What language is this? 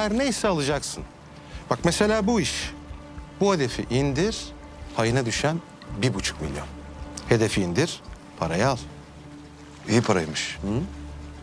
Turkish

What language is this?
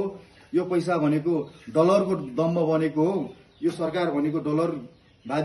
Nepali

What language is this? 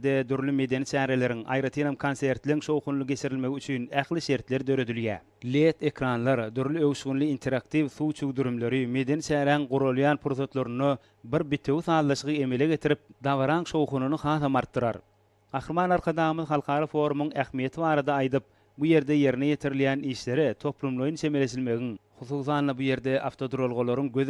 Turkmen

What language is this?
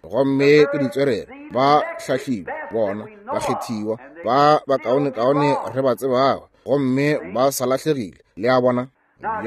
Northern Sotho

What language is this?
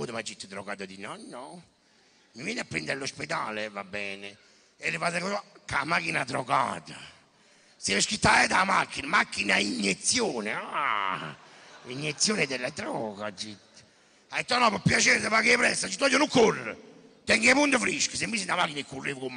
Neapolitan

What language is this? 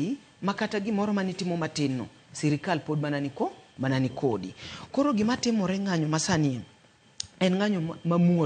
Luo (Kenya and Tanzania)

